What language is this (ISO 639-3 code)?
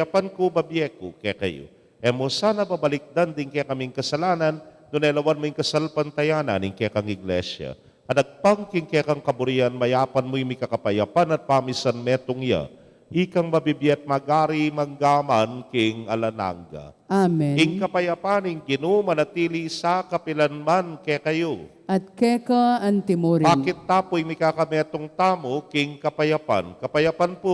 pam